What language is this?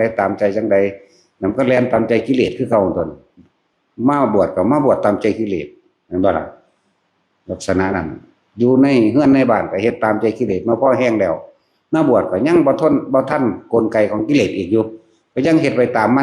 Northeastern Thai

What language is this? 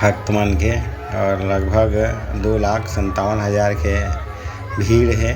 Chhattisgarhi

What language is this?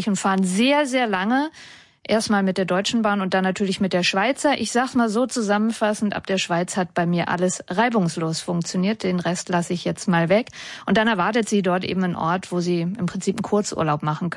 German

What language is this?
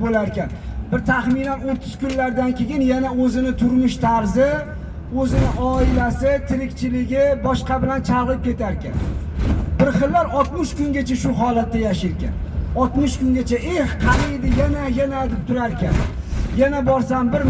Uzbek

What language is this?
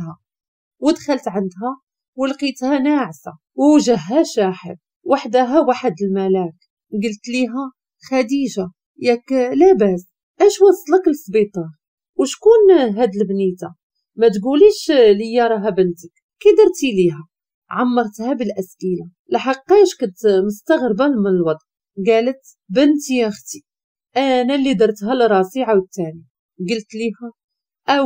Moroccan Arabic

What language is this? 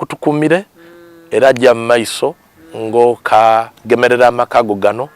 Soga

